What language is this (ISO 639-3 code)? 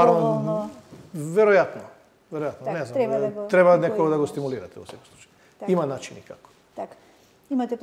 mkd